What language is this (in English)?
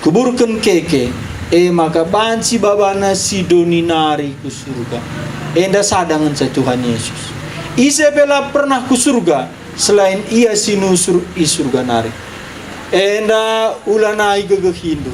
Batak Karo